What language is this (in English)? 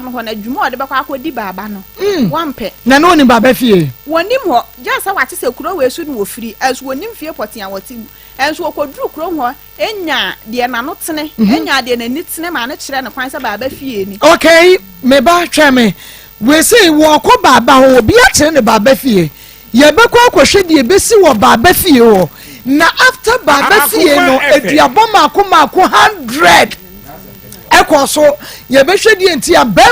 Akan